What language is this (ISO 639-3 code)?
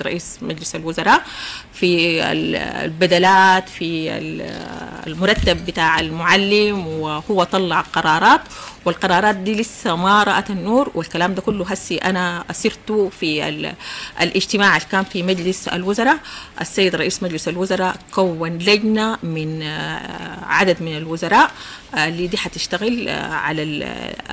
apd